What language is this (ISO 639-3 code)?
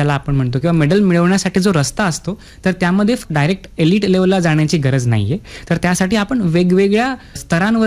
mar